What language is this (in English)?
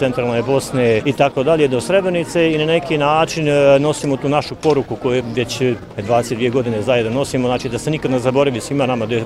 Bosnian